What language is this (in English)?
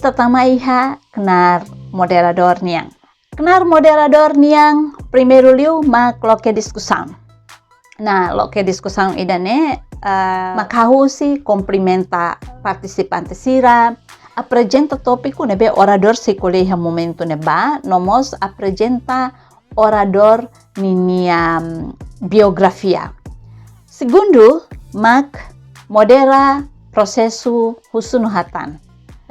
Tetum